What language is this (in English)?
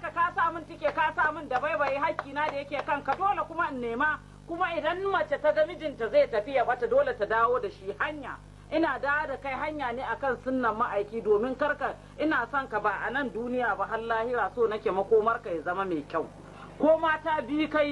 Hausa